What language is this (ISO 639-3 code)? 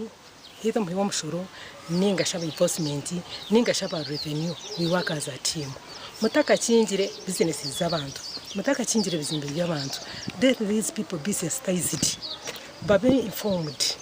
nyn